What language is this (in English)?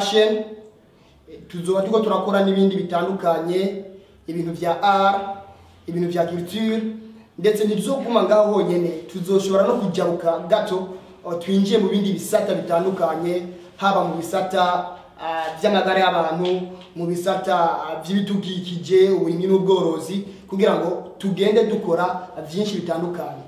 Rundi